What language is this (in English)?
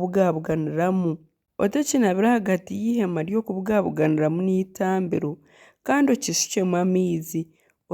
Nyankole